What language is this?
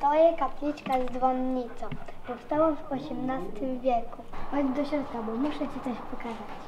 Silesian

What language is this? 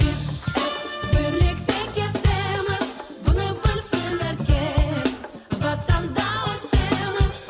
Crimean Tatar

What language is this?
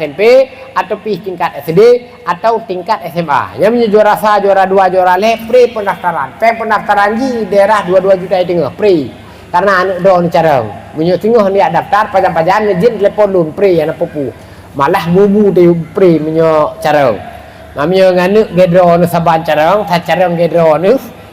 Achinese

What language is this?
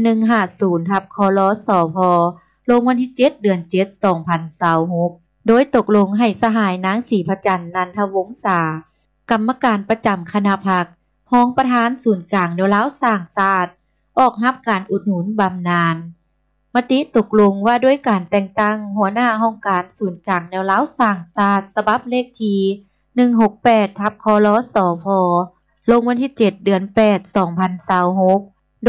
Lao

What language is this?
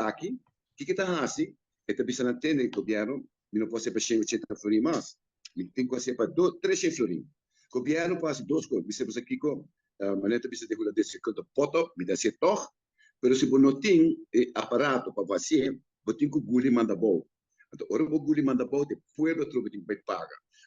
Papiamento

